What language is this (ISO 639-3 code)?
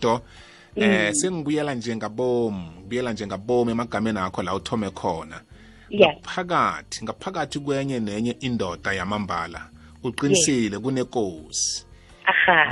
nbl